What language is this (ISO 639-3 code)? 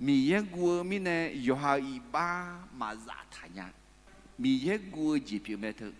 ahk